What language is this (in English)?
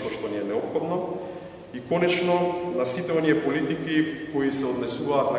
Macedonian